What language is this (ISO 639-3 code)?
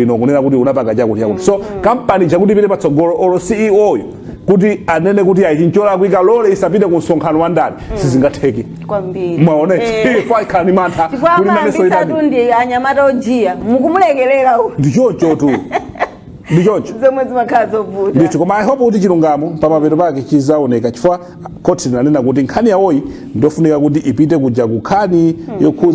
nya